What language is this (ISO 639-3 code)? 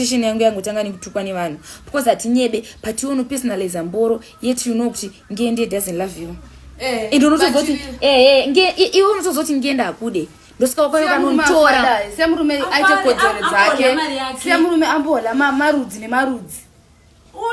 sna